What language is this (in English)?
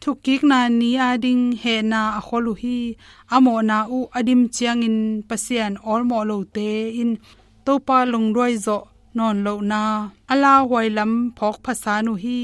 Tedim Chin